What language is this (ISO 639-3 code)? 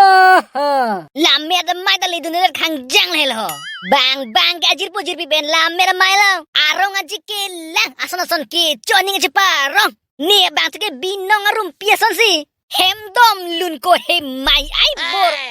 mjw